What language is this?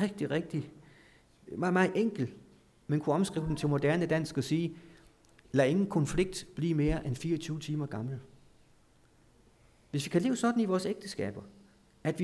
Danish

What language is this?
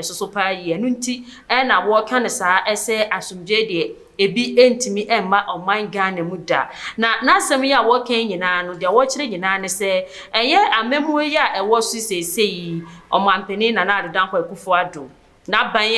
Akan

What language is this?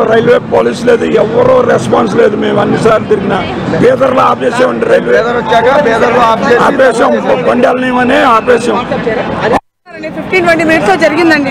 Telugu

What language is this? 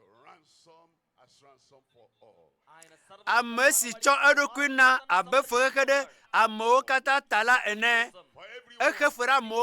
Ewe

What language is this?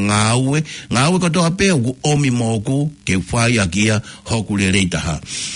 Tongan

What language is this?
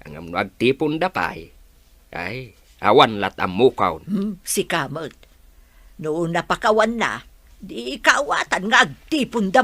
Iloko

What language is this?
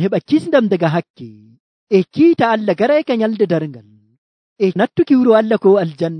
Nigerian Fulfulde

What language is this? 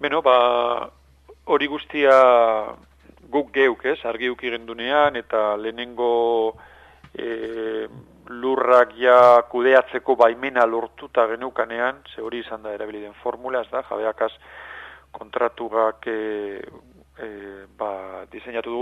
Basque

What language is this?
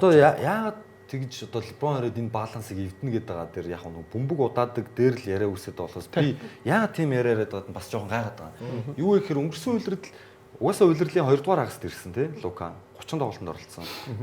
Mongolian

